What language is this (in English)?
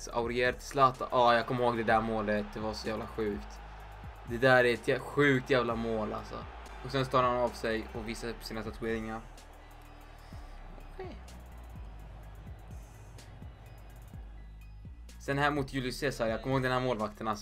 Swedish